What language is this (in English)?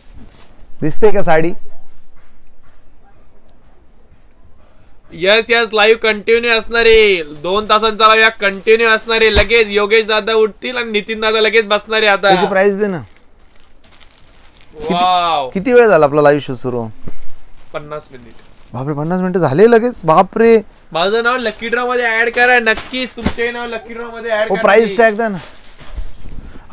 Marathi